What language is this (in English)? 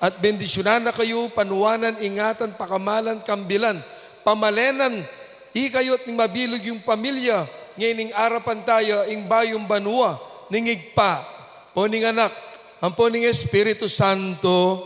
Pampanga